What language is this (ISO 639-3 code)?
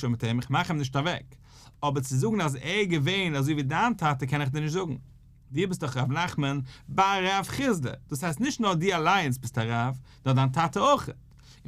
yid